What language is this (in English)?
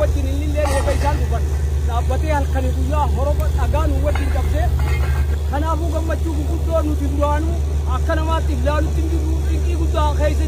Oromo